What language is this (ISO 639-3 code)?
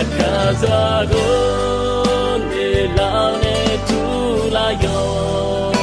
ahk